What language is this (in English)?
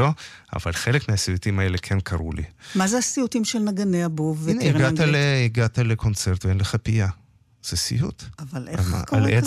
Hebrew